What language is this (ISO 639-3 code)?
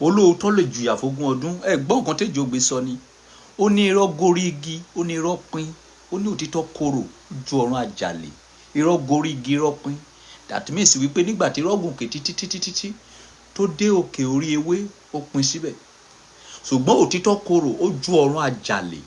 yor